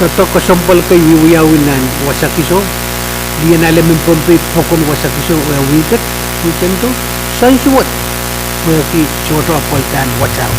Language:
Pohnpeian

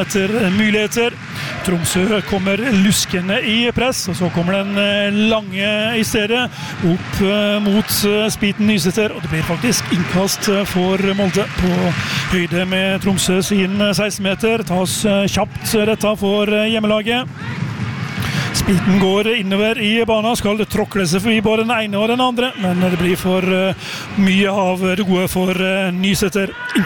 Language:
Norwegian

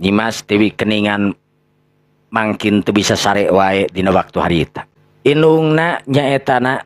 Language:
Sundanese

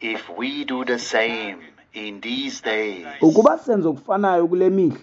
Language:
Xhosa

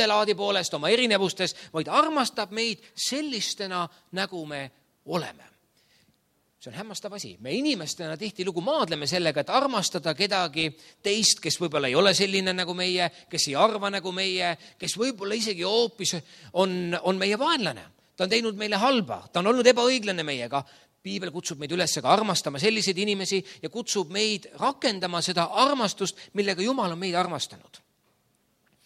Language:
Estonian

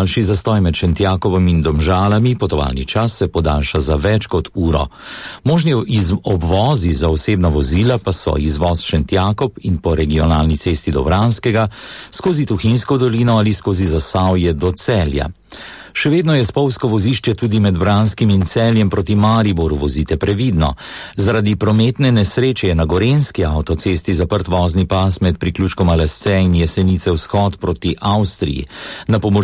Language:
Slovenian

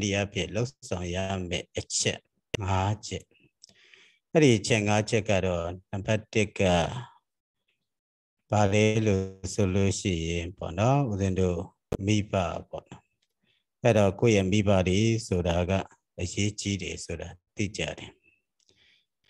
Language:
Burmese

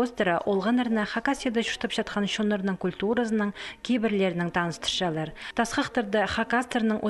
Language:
Khakas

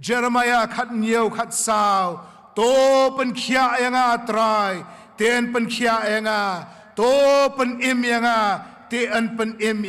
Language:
Khasi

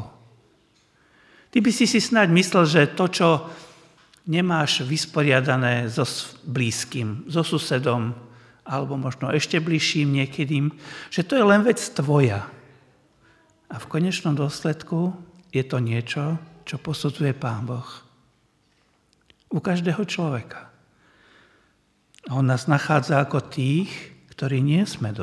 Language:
Slovak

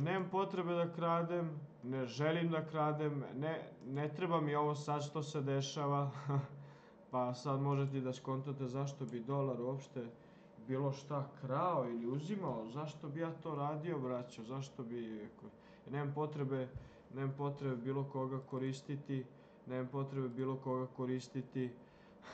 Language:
Serbian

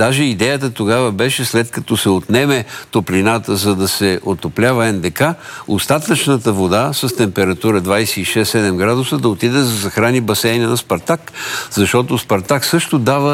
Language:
Bulgarian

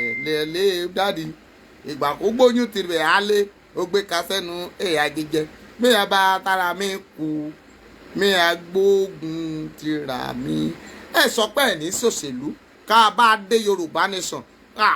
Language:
Yoruba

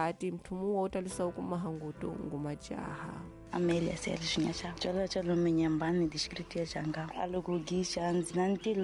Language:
Tsonga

